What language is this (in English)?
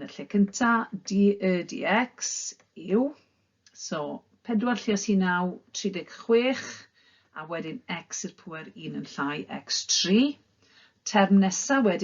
Welsh